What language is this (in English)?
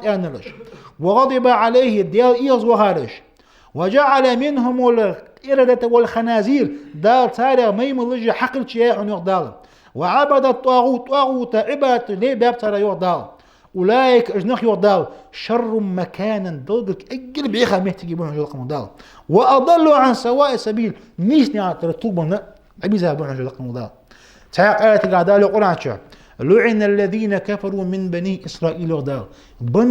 Ingush